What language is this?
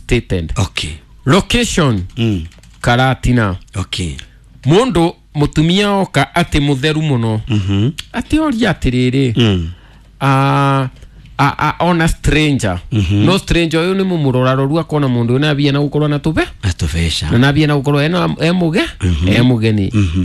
Kikuyu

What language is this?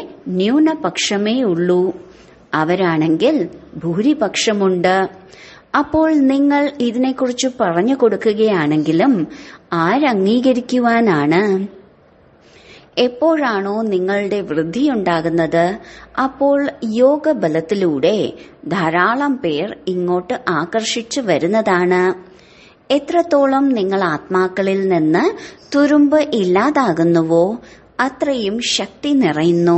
Malayalam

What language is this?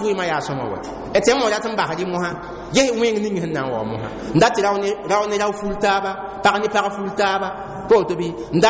Mossi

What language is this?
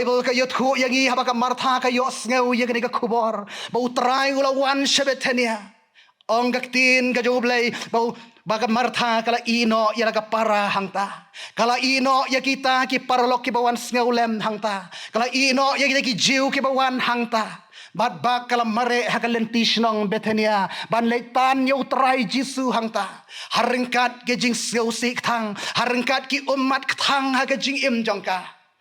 Khasi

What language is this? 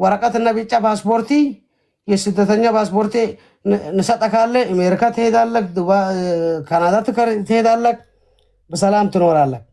Amharic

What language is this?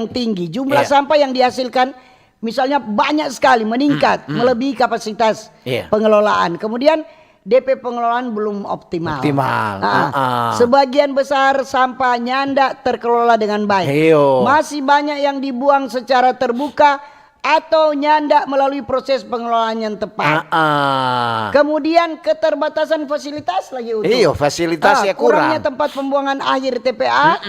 Manado Malay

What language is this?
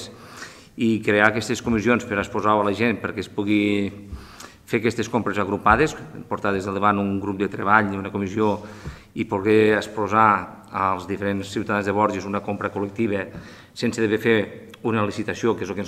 Catalan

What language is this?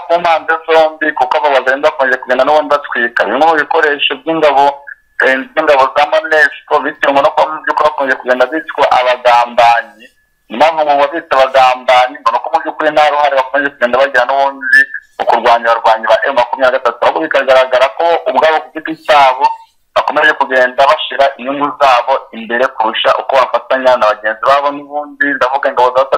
Kinyarwanda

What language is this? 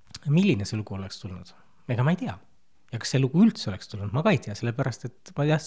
Estonian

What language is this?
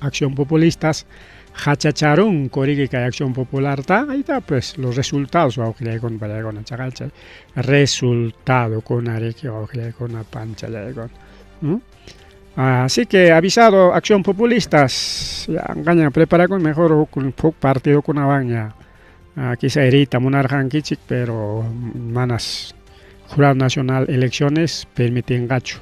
Ayacucho Quechua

